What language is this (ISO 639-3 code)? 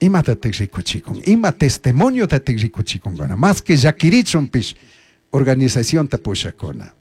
qug